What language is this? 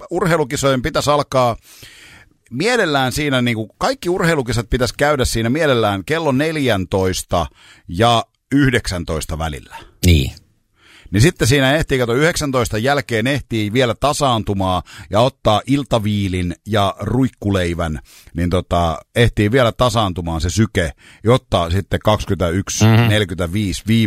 Finnish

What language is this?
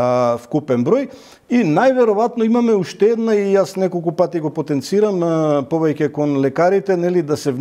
Macedonian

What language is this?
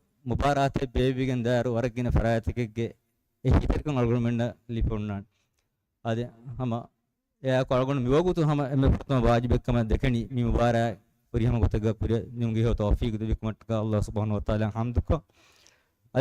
Divehi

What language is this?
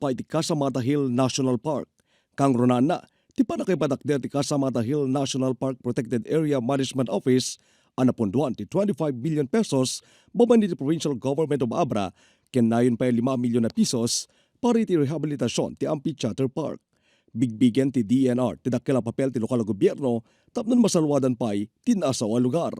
Iloko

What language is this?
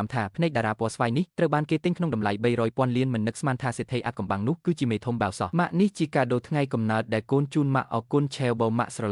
Khmer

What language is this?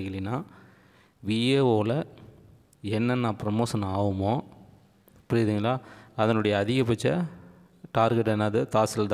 Tamil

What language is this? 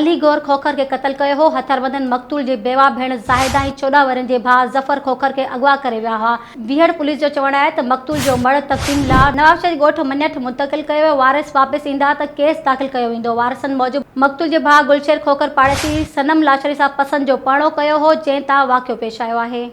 Sindhi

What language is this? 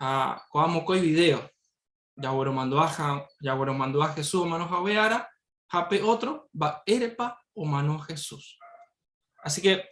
Guarani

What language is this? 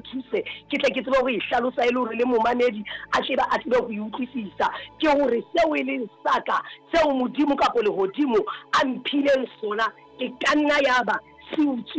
Southern Sotho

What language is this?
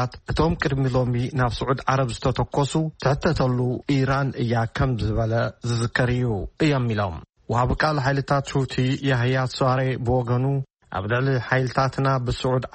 Tigrinya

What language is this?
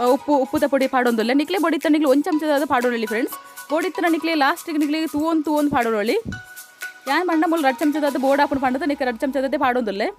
Tulu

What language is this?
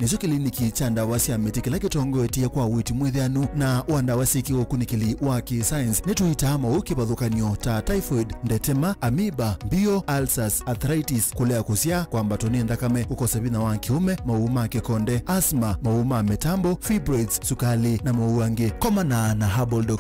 Kamba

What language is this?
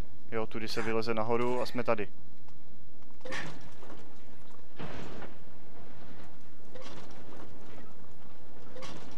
Czech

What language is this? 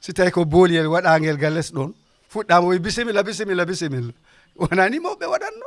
Fula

